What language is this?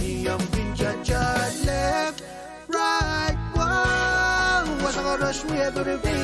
Pohnpeian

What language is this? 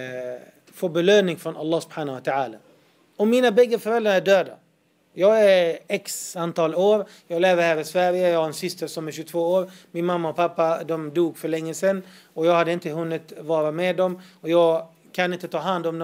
Swedish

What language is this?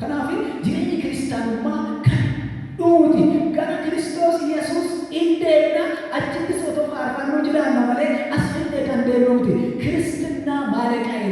Oromo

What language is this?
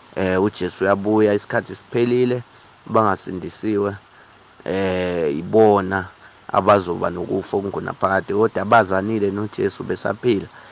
Zulu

